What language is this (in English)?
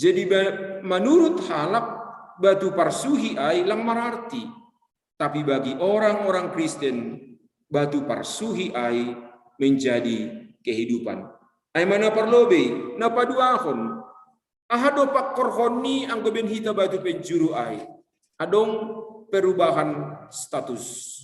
Batak Simalungun